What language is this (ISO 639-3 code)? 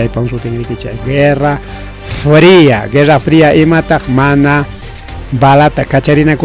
quy